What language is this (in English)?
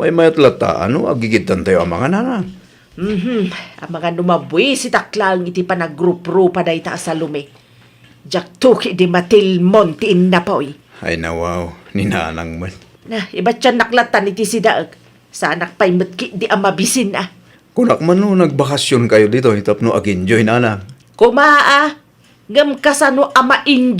Iloko